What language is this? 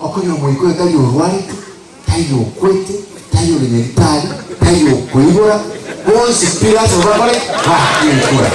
Gusii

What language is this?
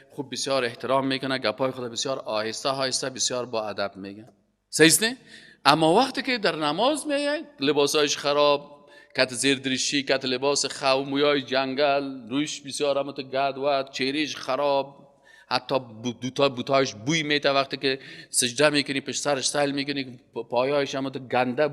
Persian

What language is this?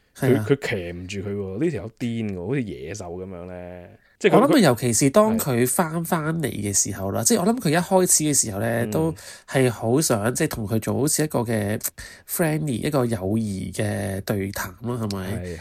Cantonese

